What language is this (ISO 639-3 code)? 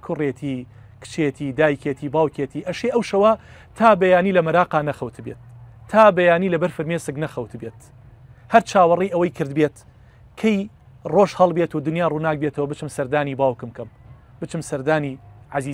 ckb